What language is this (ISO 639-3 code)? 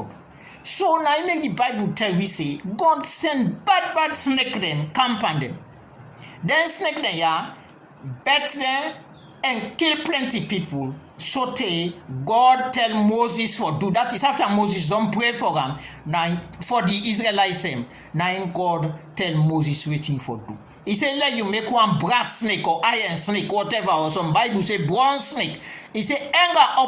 kri